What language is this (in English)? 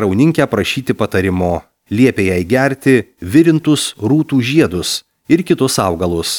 Lithuanian